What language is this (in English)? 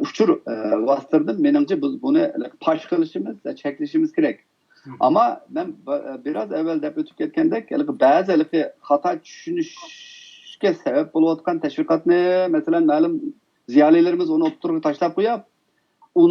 Uyghur